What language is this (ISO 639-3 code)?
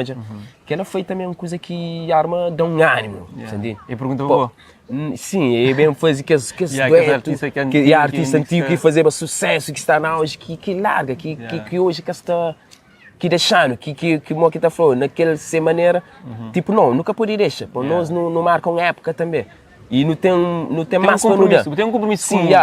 kea